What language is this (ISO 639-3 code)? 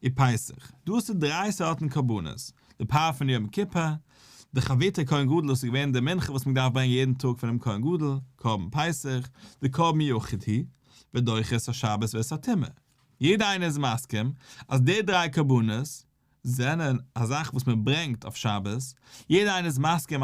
yid